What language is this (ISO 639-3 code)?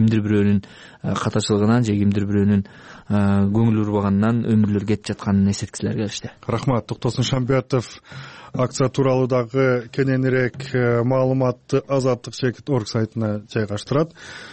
kir